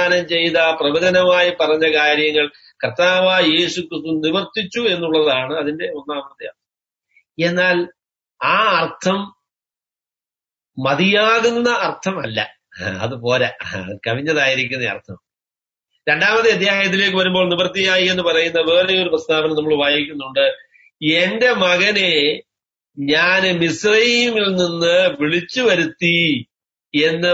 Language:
Malayalam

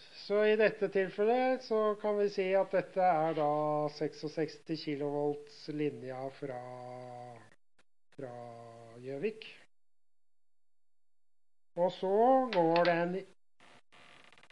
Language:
Norwegian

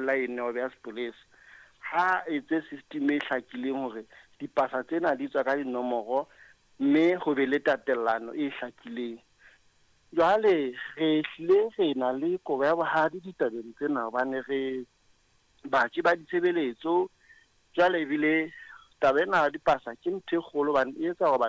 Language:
Southern Sotho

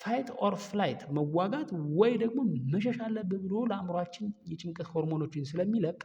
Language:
Amharic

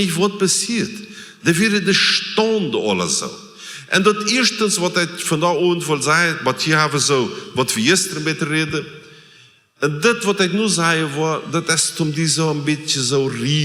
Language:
Plautdietsch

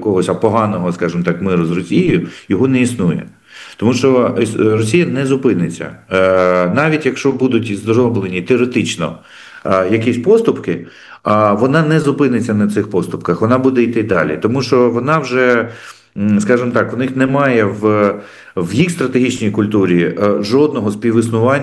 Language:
Ukrainian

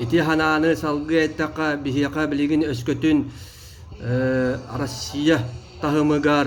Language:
Yakut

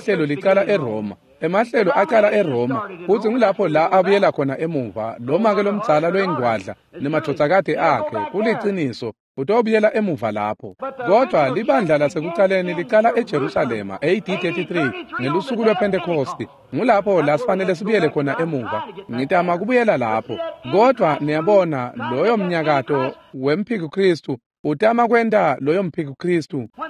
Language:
Swati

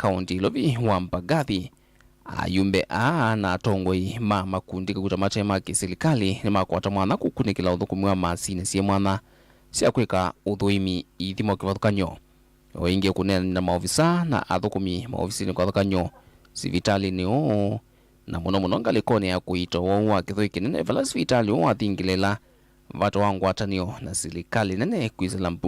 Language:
Kamba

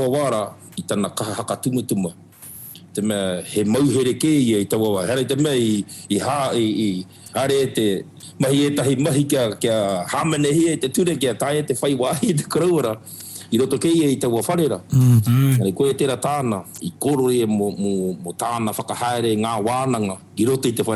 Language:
Māori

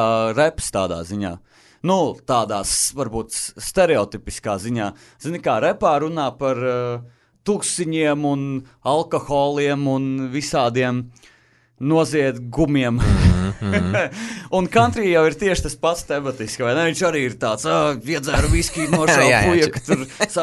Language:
Latvian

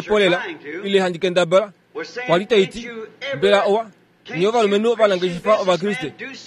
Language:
Kuanyama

